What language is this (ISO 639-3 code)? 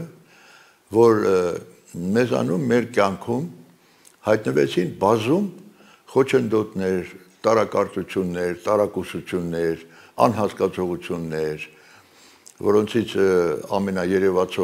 hye